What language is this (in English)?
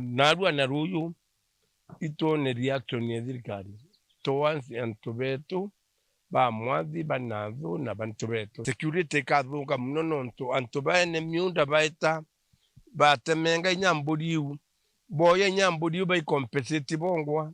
Meru